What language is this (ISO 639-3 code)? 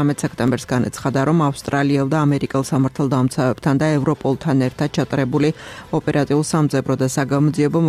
kat